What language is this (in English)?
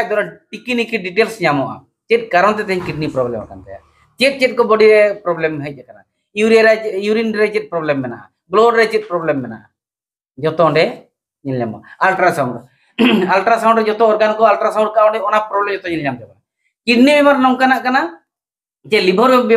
Santali